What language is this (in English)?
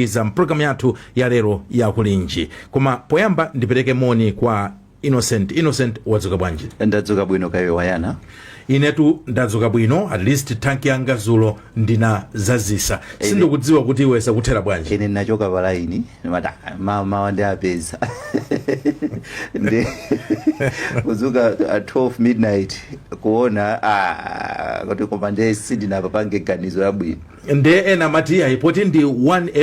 Nyanja